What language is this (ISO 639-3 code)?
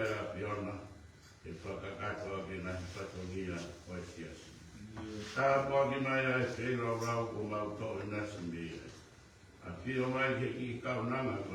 ton